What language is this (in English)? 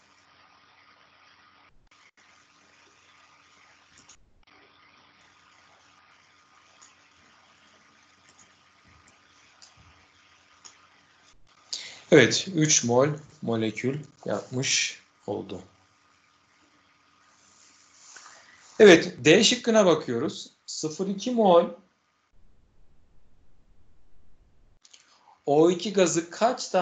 Turkish